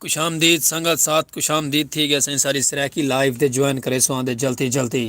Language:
Saraiki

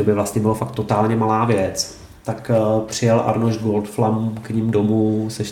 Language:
Czech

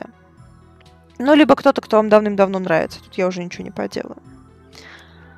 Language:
Russian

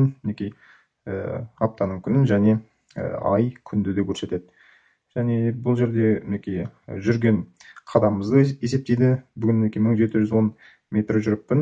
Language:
Kazakh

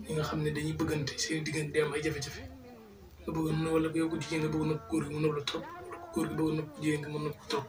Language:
Wolof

